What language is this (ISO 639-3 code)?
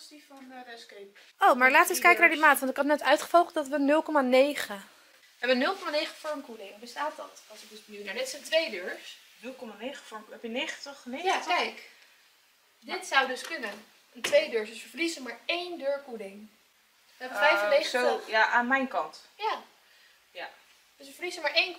nld